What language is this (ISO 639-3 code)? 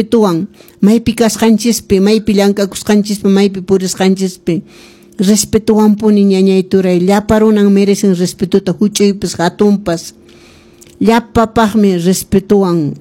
que